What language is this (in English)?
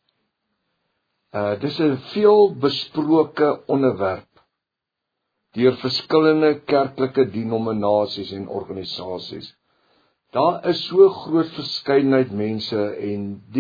Afrikaans